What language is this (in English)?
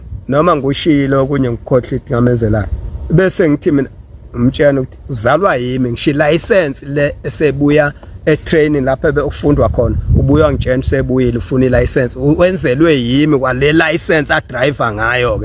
Zulu